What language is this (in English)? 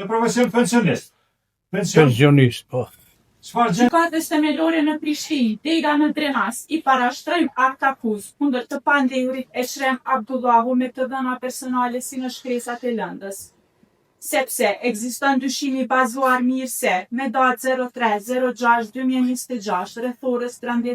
Albanian